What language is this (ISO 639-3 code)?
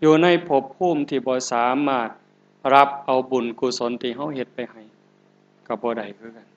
tts